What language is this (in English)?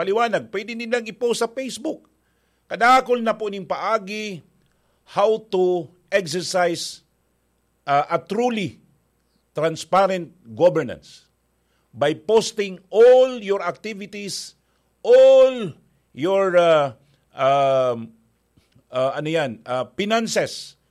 Bikol